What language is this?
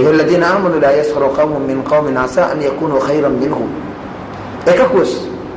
Divehi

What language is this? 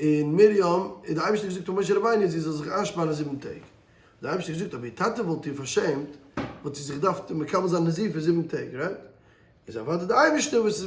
Yiddish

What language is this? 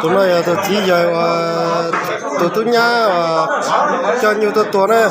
Hmong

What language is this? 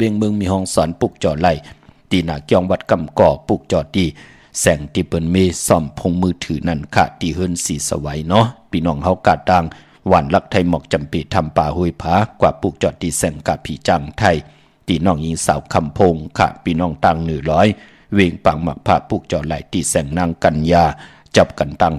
Shan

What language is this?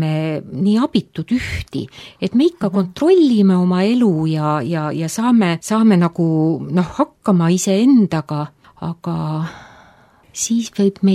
Estonian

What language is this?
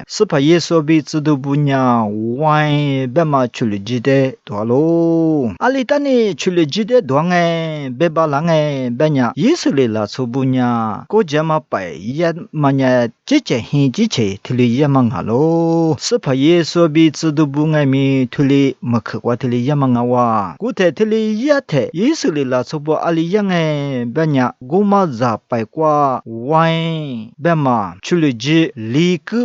Lisu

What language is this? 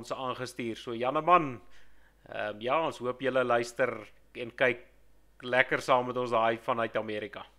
Afrikaans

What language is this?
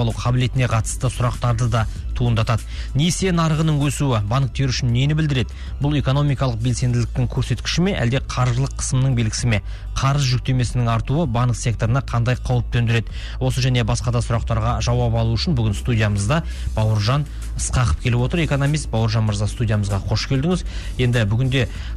Kazakh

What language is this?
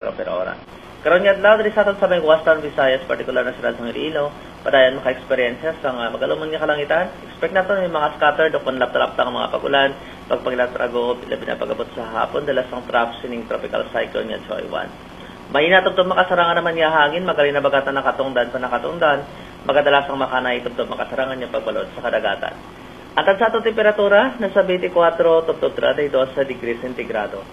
Hiligaynon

